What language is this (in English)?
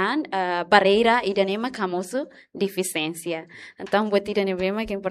Tetum